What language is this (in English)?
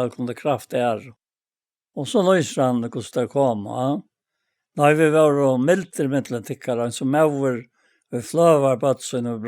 Faroese